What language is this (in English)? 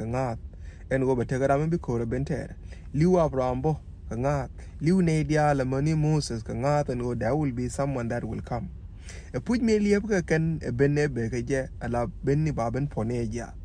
Nuer